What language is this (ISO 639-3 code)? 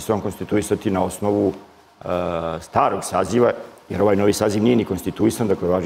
srp